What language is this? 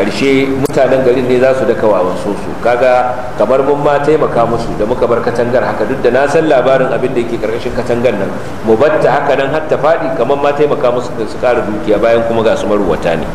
Hausa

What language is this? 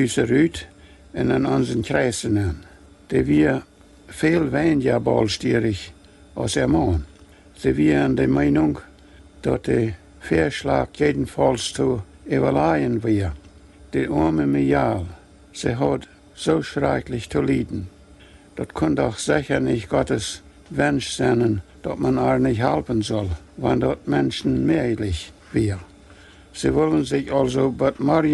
Plautdietsch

